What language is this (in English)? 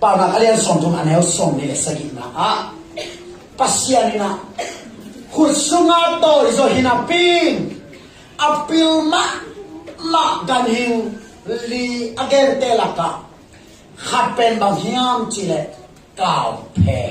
Tedim Chin